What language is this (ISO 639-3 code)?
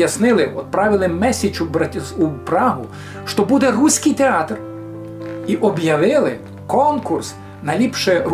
rue